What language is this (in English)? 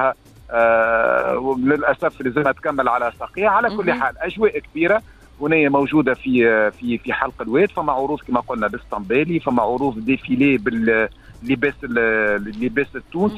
Tunisian Arabic